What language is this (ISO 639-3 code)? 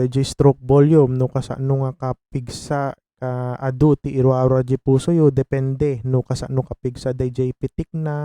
ilo